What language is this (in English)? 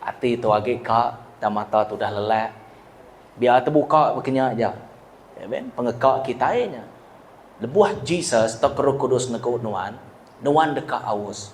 Iban